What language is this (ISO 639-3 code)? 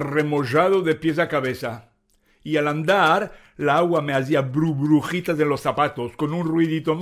lad